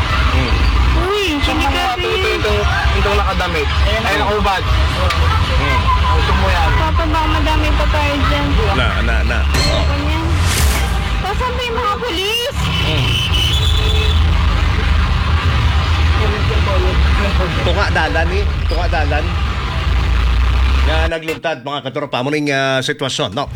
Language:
Filipino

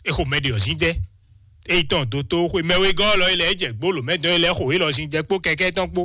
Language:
Fon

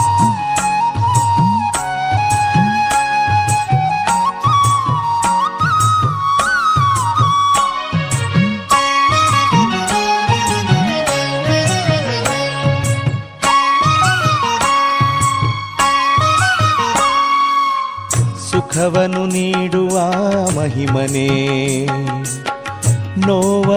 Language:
Kannada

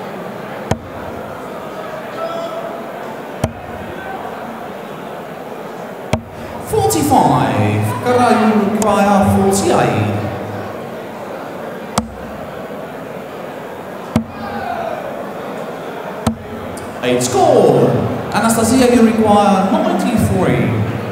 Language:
English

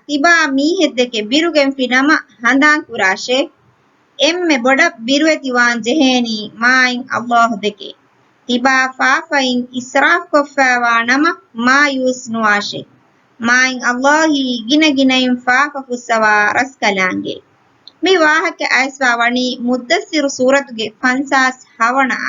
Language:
Divehi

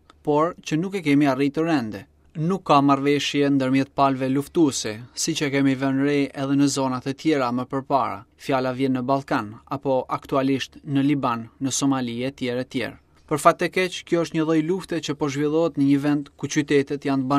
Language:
Albanian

